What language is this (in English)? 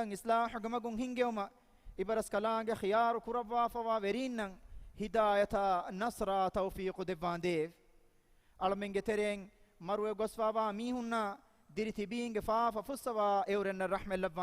Divehi